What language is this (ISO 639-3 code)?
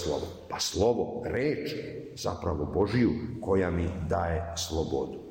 srp